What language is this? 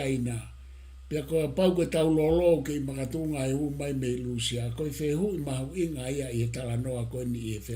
Tongan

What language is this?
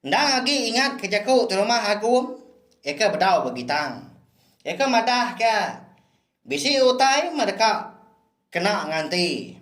Iban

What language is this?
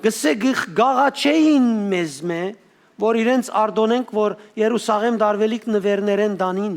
Western Armenian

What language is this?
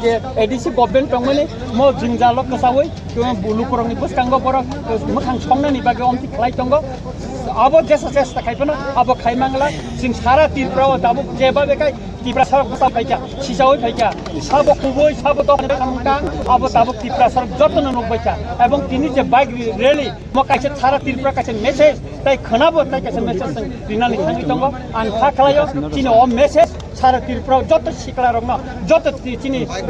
Kok Borok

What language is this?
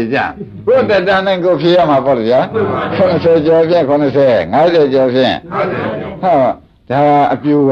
Burmese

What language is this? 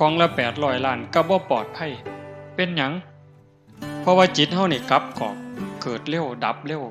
Northeastern Thai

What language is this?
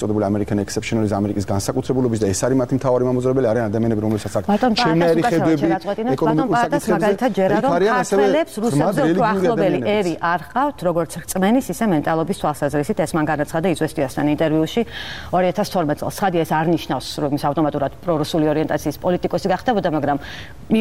Georgian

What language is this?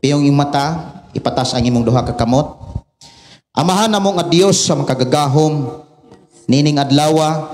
Cebuano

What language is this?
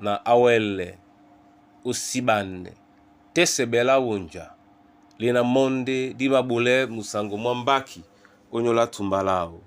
Duala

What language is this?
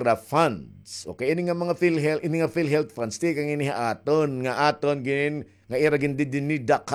Waray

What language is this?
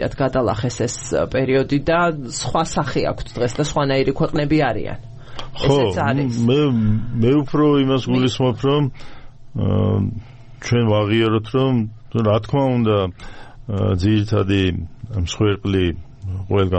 Georgian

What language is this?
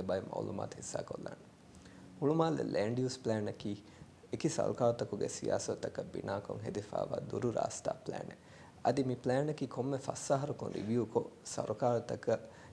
Divehi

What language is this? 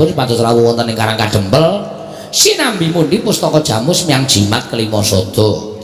Javanese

